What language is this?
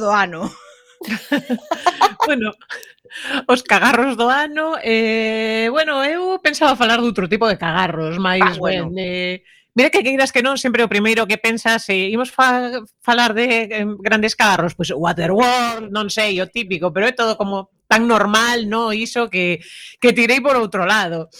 Galician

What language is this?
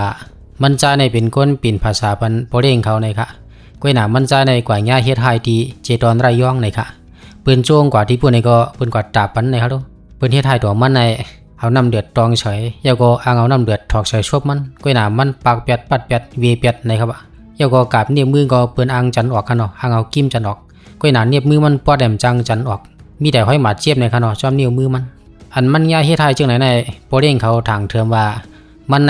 Shan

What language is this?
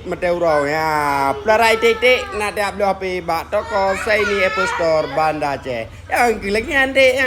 Achinese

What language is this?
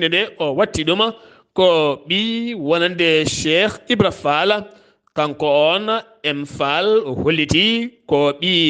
Fula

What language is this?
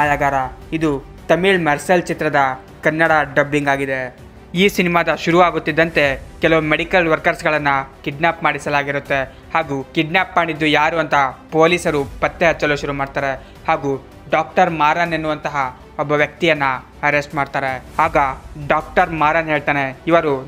Kannada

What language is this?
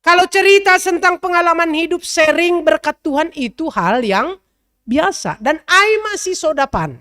Batak Simalungun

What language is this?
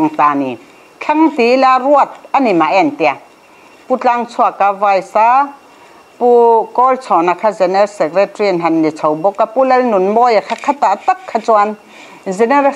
Mizo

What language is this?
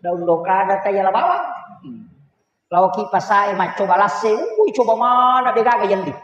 Buginese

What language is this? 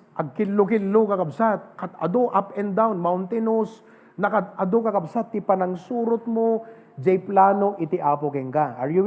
Iloko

